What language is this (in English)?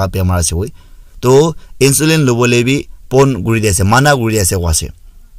Naga Pidgin